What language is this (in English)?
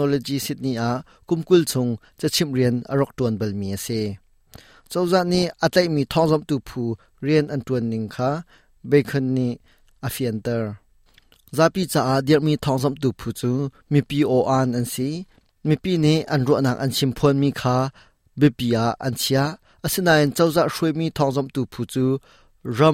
Hakha Chin